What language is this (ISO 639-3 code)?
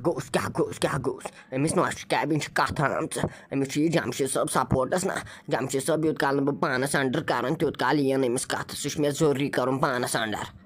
kas